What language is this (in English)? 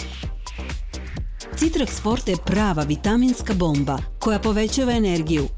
Bosnian